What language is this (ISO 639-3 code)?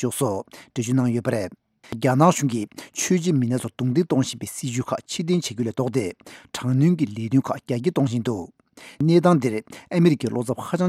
bod